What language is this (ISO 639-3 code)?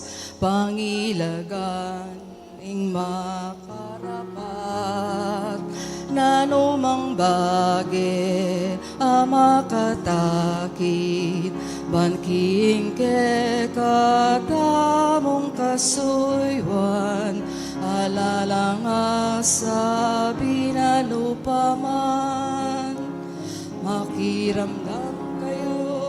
pam